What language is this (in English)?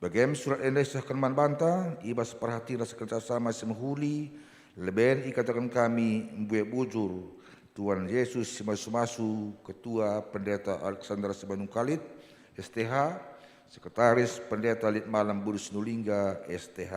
Batak Karo